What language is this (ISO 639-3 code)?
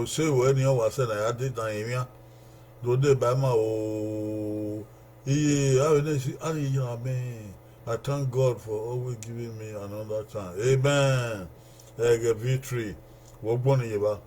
bin